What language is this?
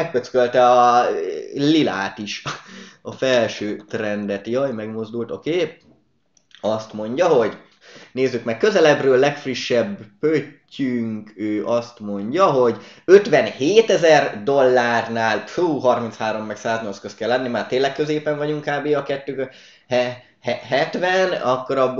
Hungarian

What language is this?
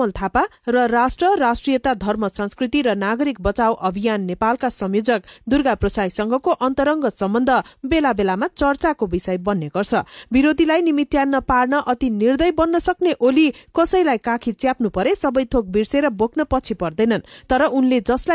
Nepali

